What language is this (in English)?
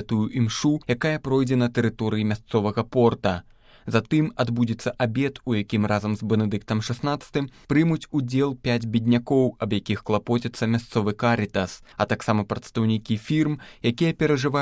Belarusian